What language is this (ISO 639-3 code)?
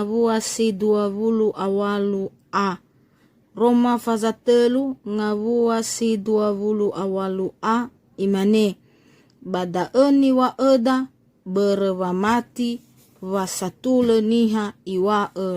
nia